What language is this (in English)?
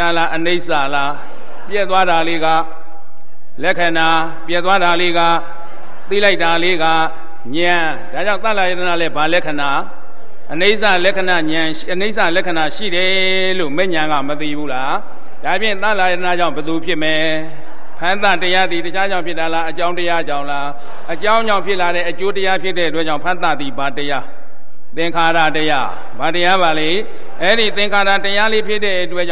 Burmese